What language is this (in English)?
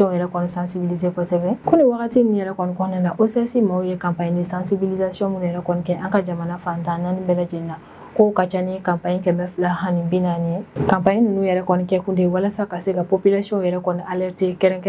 Bambara